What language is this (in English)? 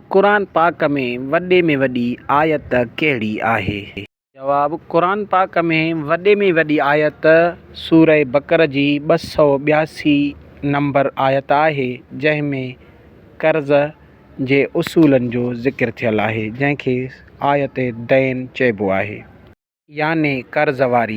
Sindhi